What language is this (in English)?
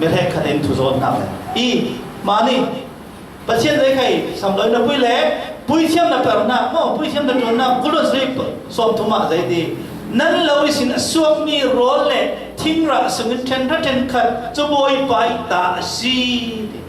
Falam Chin